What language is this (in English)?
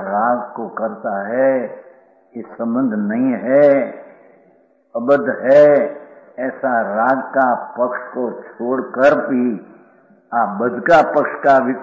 Hindi